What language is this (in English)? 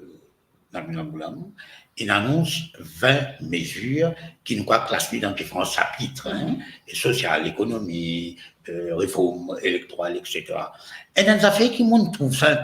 Morisyen